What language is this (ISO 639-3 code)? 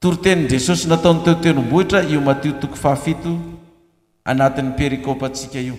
mlg